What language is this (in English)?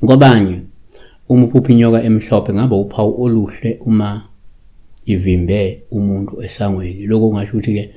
Zulu